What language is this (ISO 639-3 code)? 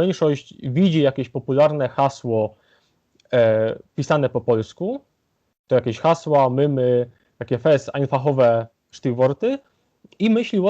szl